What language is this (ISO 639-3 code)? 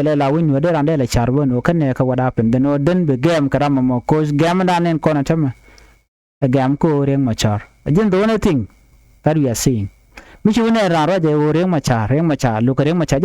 nus